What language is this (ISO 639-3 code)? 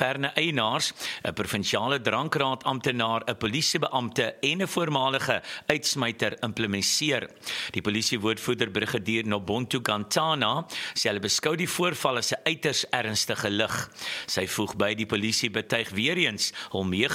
afr